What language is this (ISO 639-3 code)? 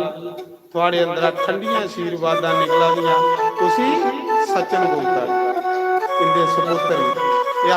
doi